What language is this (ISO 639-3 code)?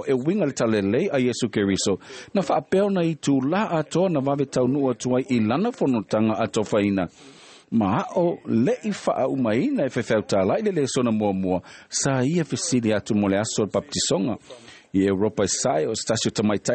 smo